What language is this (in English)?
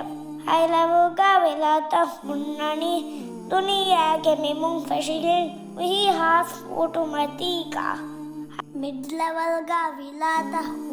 Divehi